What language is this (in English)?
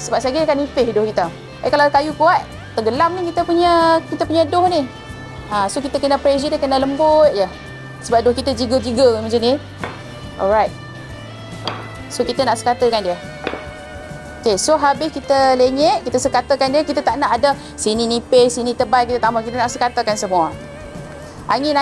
Malay